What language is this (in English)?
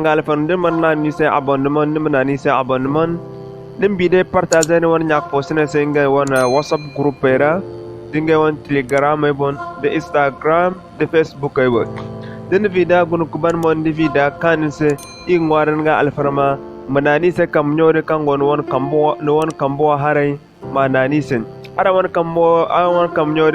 Zarma